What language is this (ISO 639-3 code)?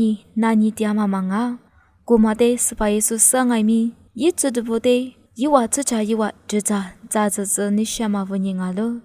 lis